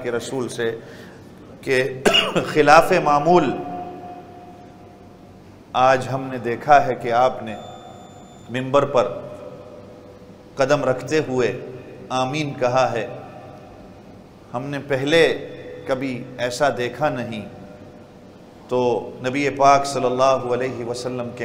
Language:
Urdu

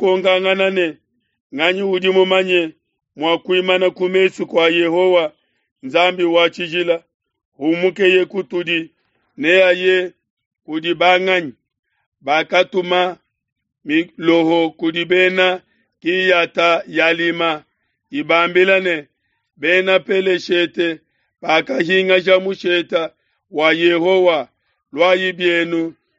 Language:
Luba-Lulua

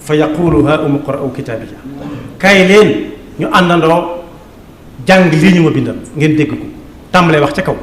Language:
Wolof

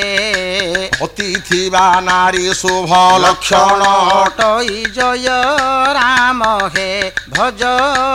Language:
Odia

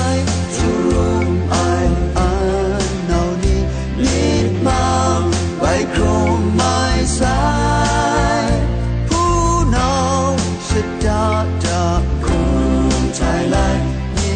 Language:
Kachin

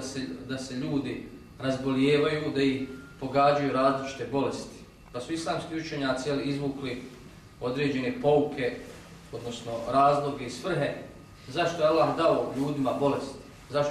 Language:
Bosnian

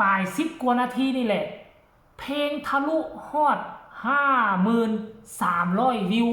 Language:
Northeastern Thai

